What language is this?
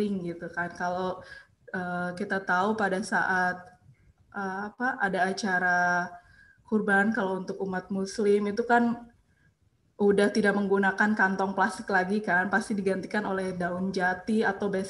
Indonesian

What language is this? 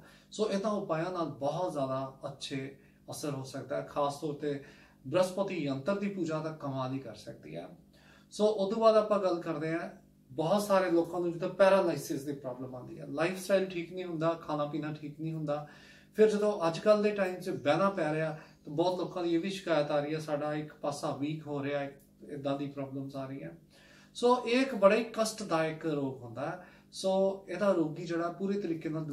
Punjabi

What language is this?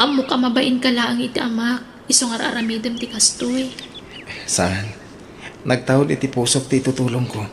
Iloko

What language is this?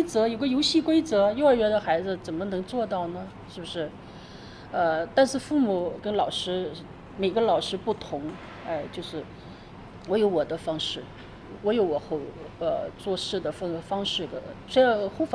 Chinese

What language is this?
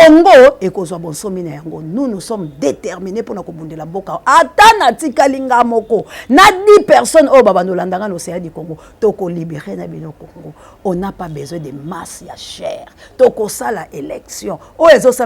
Lingala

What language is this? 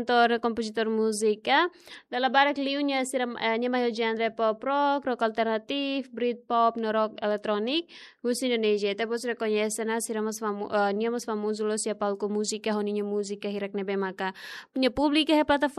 Tetum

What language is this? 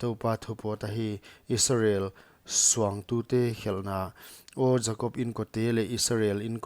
Paite Chin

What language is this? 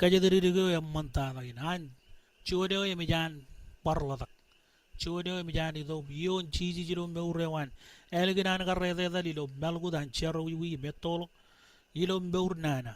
Marshallese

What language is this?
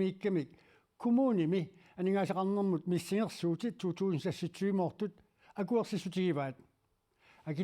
Kalaallisut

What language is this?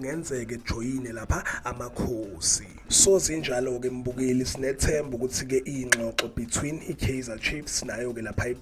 Zulu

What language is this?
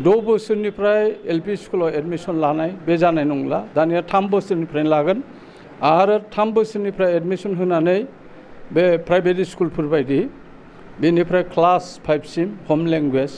Bodo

